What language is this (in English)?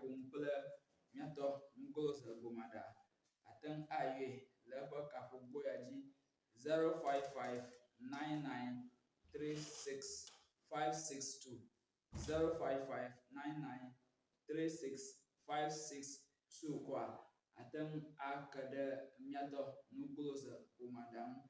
Ewe